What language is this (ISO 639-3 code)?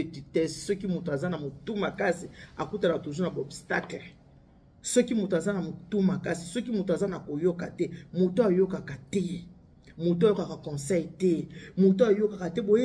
lin